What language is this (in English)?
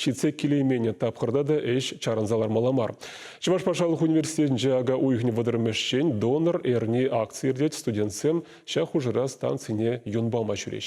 Chuvash